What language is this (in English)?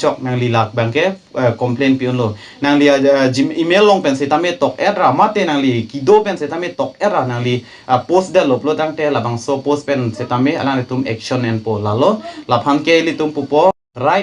Karbi